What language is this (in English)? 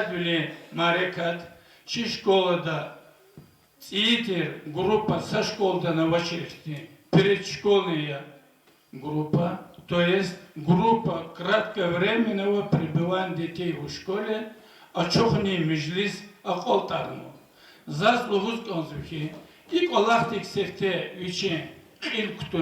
Lezghian